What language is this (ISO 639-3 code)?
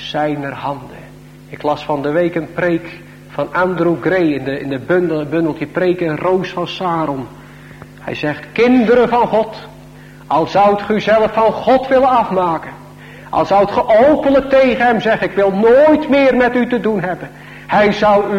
nld